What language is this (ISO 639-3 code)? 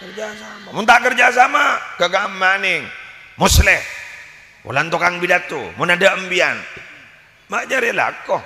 mad